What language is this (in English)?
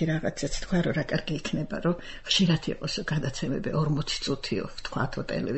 Georgian